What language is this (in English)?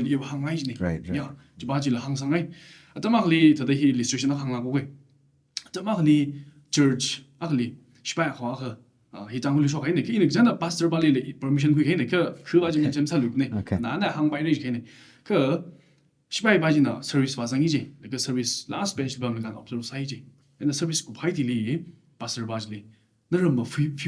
Tangkhul Naga (India)